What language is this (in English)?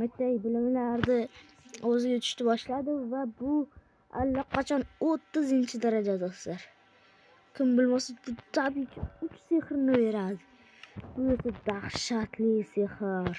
Uzbek